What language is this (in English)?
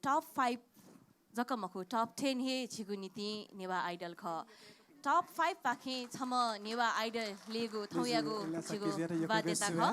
Newari